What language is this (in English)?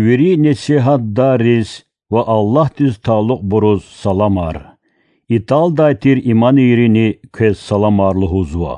Lezghian